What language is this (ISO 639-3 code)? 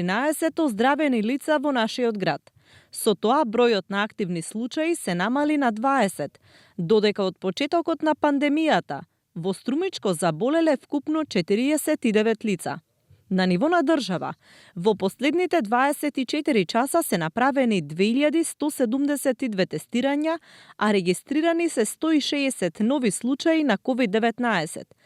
mkd